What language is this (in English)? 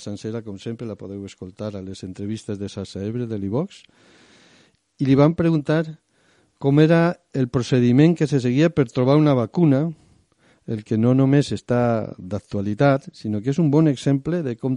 Catalan